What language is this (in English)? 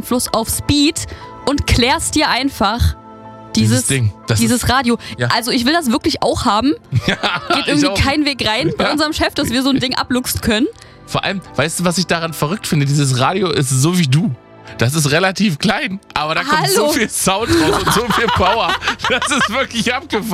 German